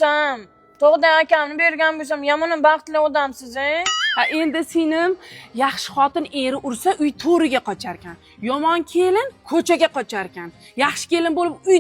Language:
Uzbek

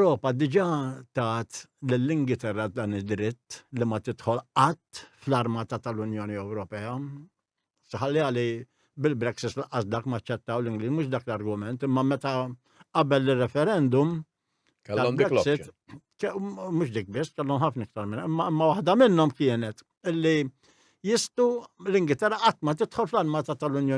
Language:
Maltese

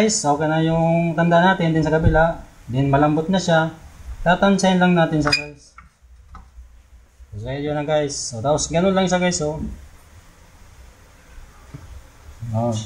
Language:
Filipino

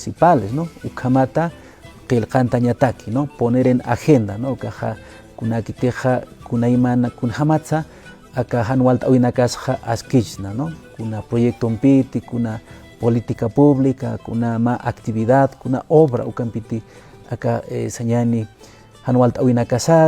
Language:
Aymara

